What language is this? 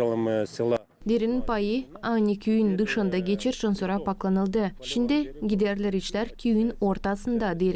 Gagauz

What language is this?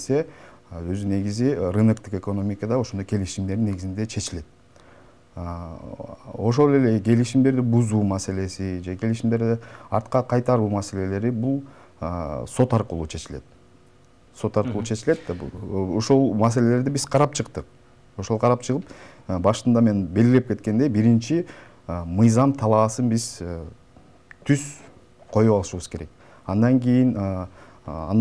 Kyrgyz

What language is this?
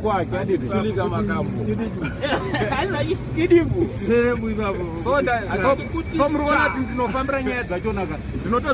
Shona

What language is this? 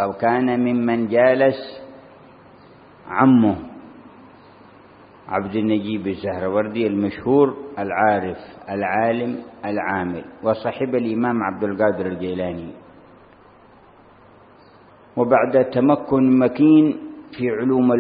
Arabic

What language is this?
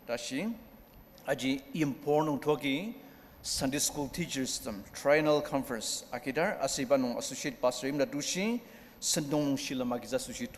Ao Naga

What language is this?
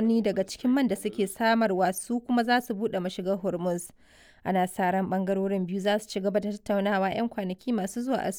Hausa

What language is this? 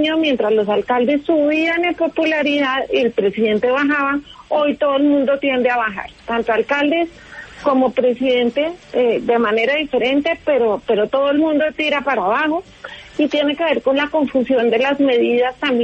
Spanish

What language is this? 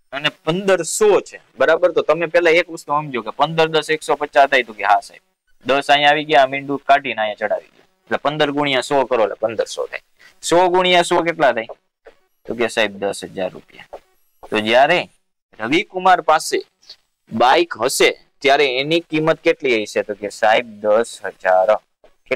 Gujarati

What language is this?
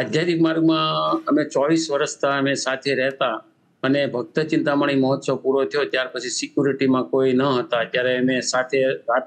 Gujarati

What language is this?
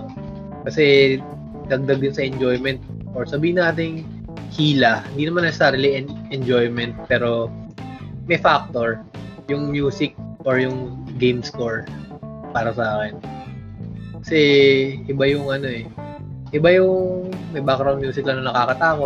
Filipino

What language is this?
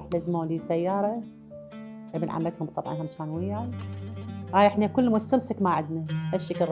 Mesopotamian Arabic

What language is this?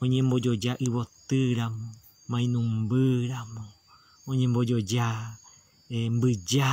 Guarani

